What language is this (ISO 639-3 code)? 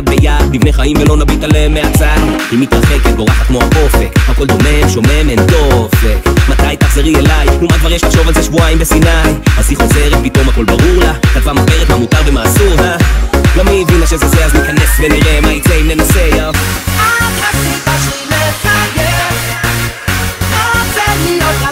heb